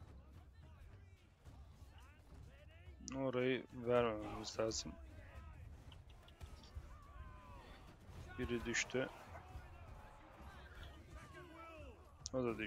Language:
Turkish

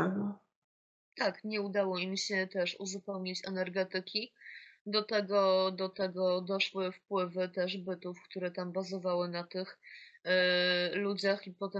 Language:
Polish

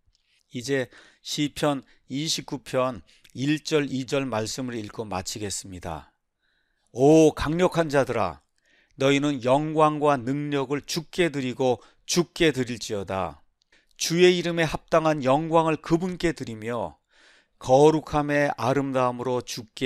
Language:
Korean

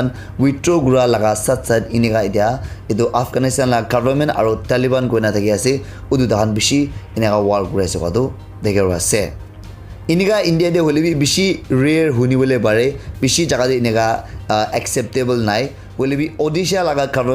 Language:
Naga Pidgin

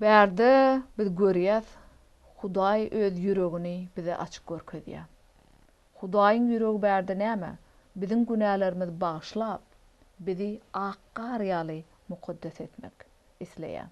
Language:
Turkmen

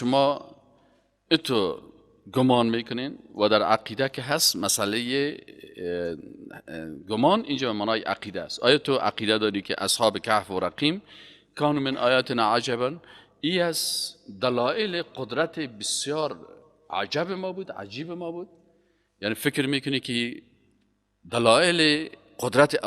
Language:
Persian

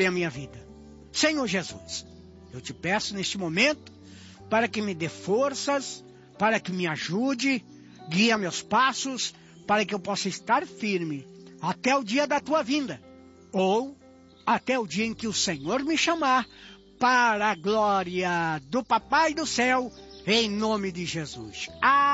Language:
Portuguese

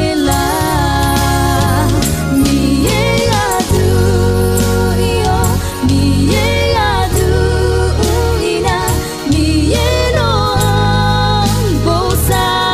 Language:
Akha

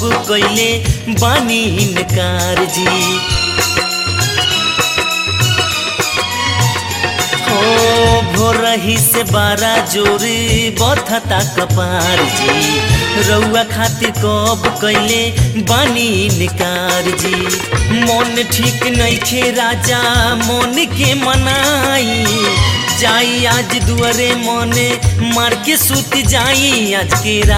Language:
Bhojpuri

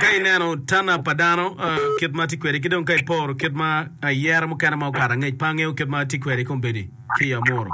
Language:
Acoli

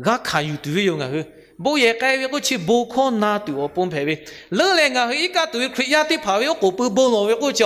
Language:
Lahu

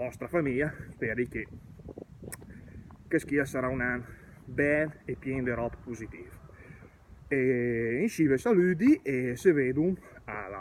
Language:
Lombard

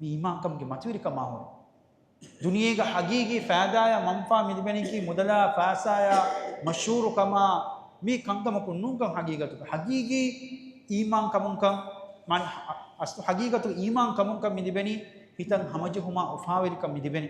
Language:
Divehi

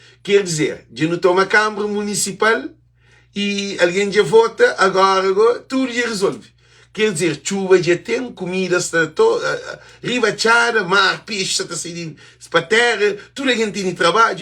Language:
Kabuverdianu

